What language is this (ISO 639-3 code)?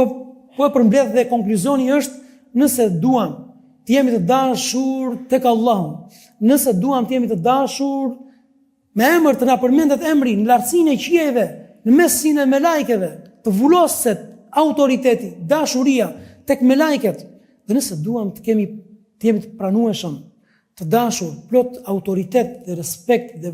sqi